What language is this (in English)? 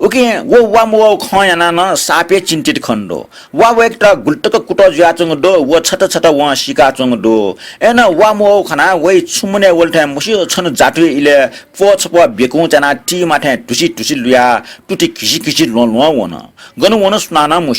Newari